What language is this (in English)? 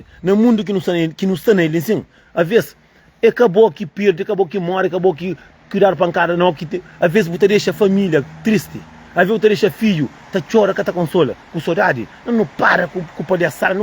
Kabuverdianu